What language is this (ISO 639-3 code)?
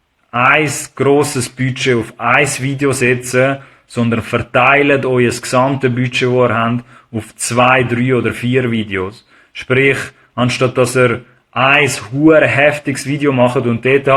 gsw